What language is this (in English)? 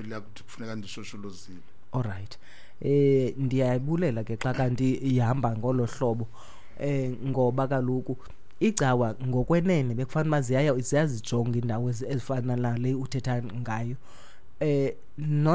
Xhosa